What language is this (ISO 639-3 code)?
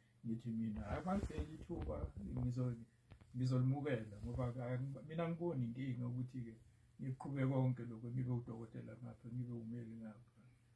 zul